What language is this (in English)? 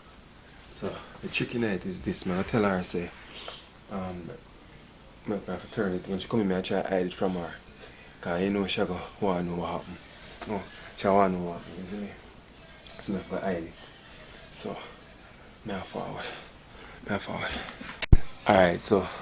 Jamaican Creole English